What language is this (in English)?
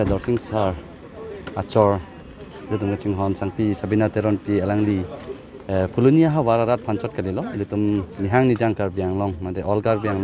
Karbi